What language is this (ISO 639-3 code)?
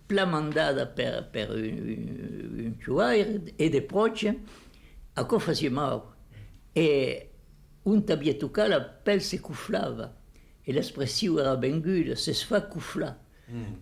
oci